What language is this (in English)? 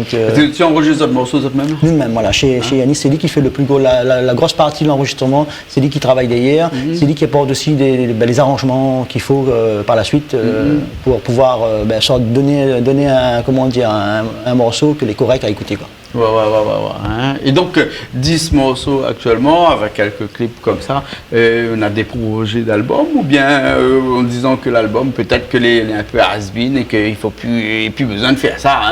Réunion Creole French